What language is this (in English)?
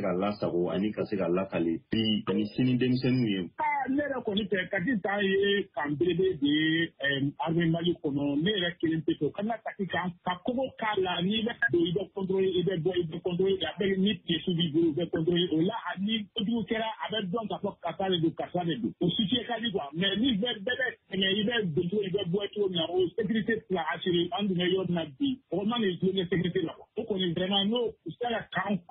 Bambara